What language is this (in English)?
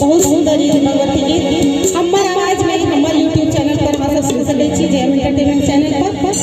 Maithili